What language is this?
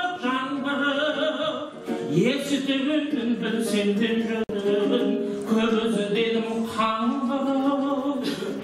Kazakh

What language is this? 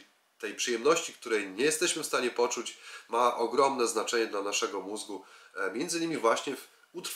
Polish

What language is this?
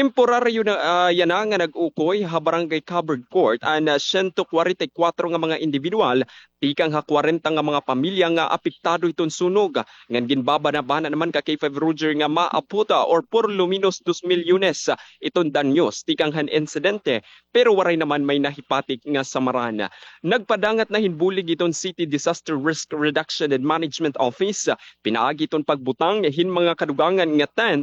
Waray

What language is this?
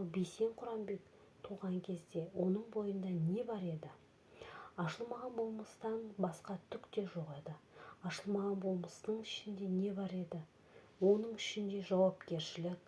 Kazakh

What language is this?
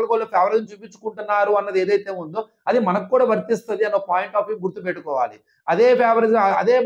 Telugu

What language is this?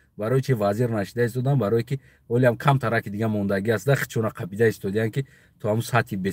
Tajik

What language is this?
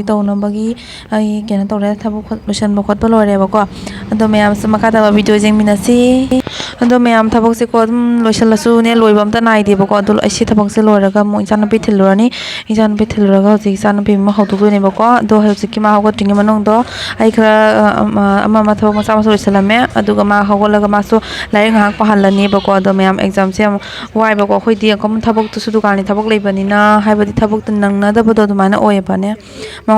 Manipuri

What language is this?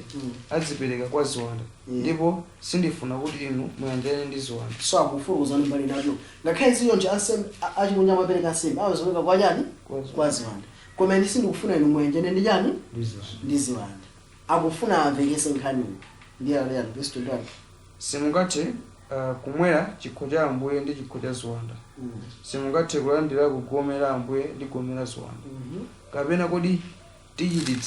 Nyanja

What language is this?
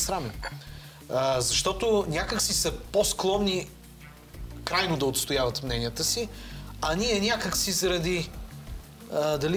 Bulgarian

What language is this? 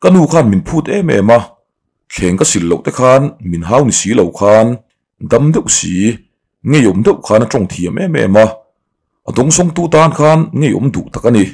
Mizo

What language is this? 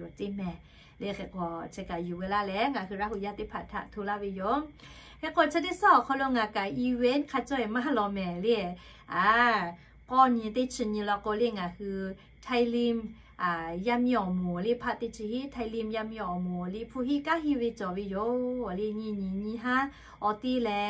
Lahu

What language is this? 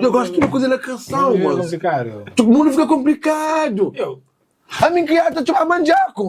Kabuverdianu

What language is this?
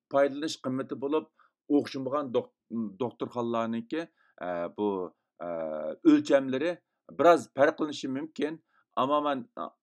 Uyghur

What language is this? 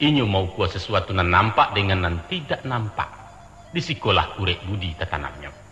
Minangkabau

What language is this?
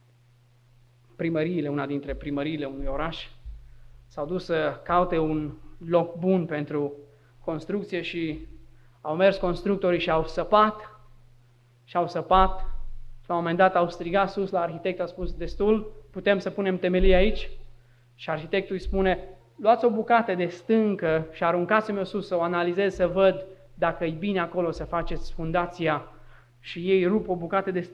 Romanian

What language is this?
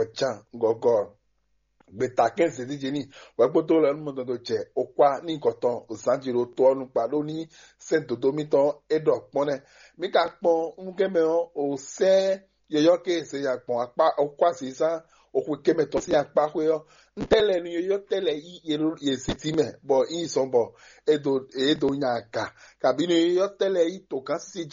Fon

